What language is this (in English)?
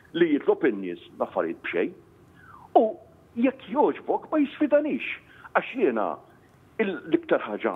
Maltese